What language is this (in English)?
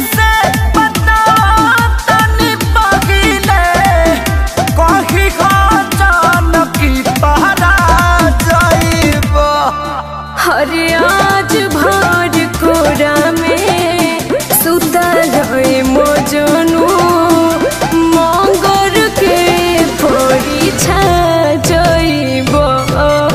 Bhojpuri